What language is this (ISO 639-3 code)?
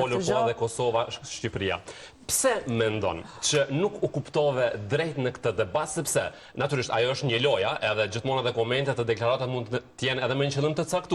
sqi